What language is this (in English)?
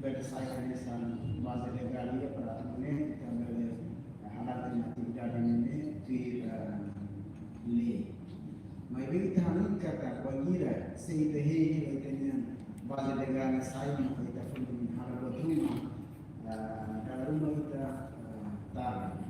Tetum